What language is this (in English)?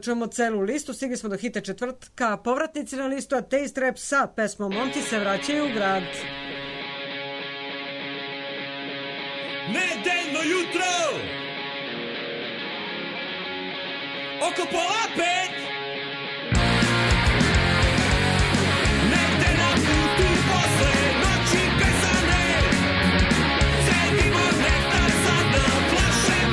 Serbian